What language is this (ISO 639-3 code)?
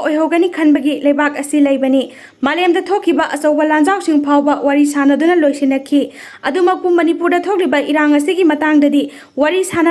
mni